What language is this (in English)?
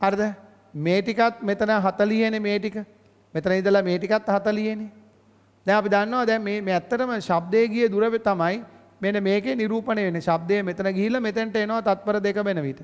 Sinhala